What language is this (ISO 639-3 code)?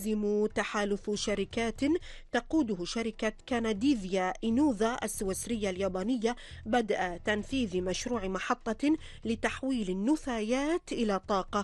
ara